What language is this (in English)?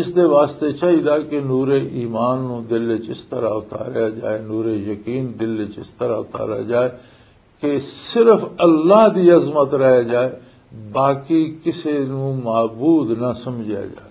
Western Panjabi